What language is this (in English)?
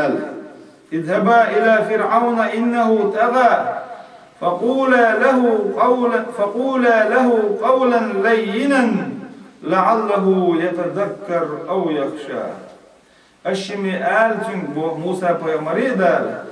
Chechen